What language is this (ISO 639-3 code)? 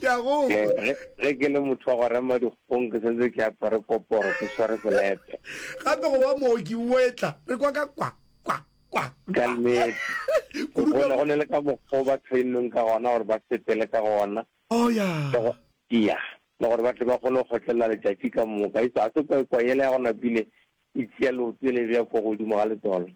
nso